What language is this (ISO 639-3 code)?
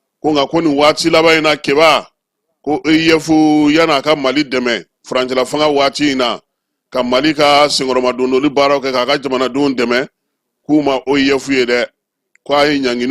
bam